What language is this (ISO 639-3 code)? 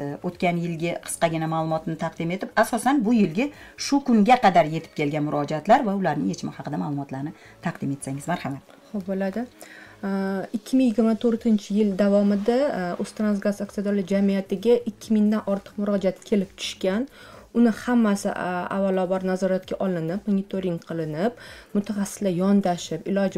uzb